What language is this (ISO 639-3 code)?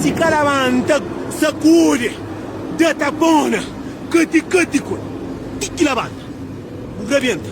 kea